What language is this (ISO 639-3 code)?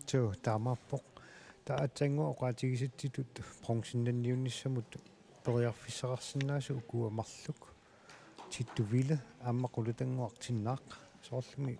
kal